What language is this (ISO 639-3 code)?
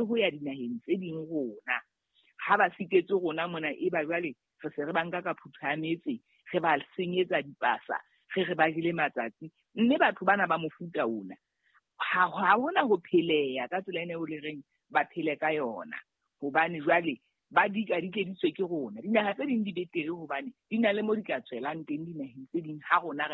sot